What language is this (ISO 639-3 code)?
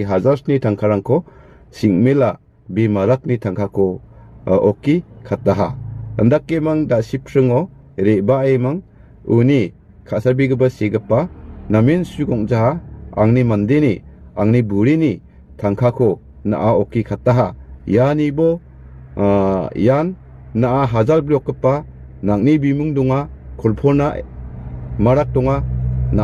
grt